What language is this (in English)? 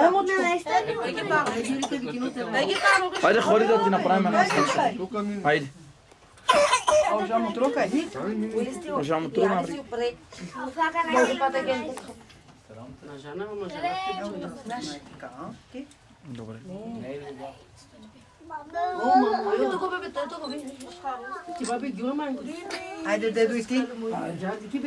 Bulgarian